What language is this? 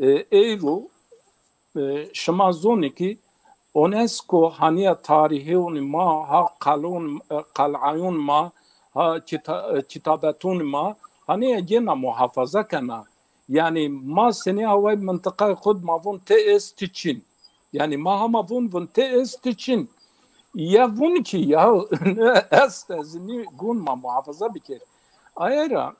Zaza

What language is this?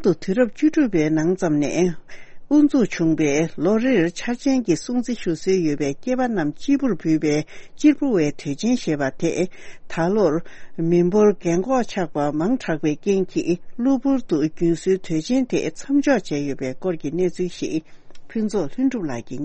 Tibetan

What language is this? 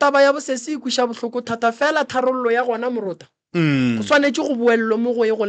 Northern Sotho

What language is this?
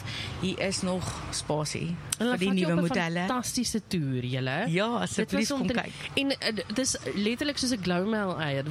Afrikaans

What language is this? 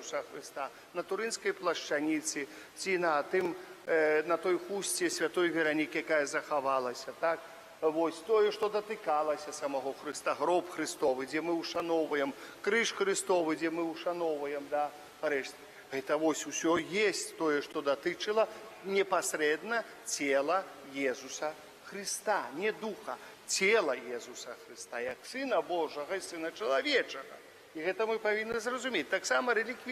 Belarusian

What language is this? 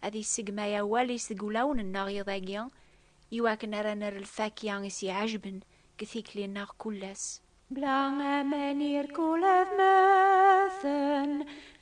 Kabyle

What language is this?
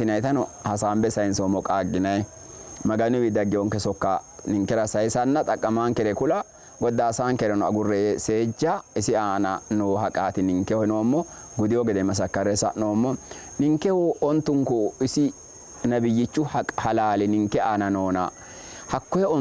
Sidamo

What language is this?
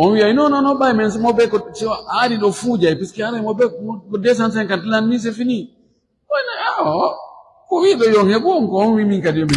Fula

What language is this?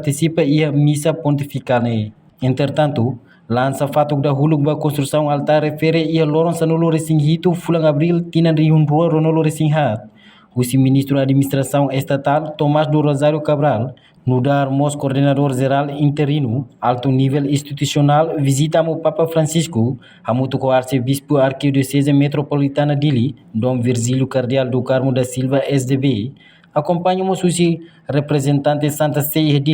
Tetum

